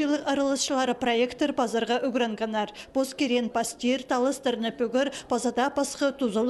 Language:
Khakas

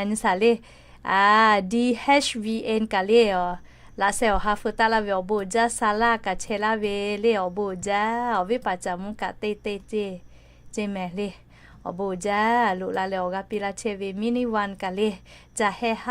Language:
Lahu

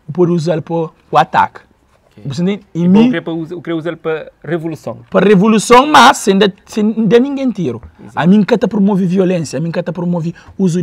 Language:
Kabuverdianu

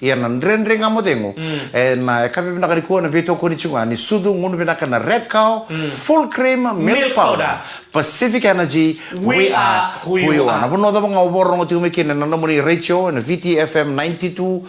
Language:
Fijian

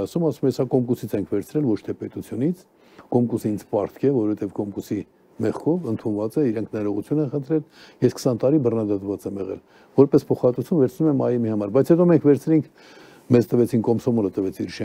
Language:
Armenian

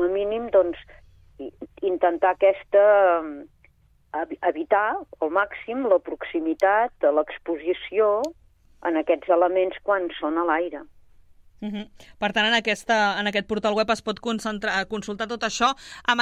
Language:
Catalan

